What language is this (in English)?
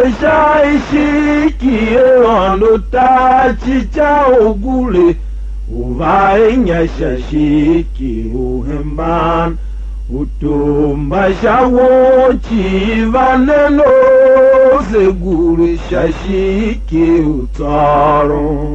Tiv